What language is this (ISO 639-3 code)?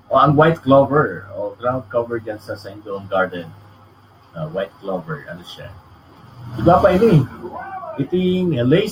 bik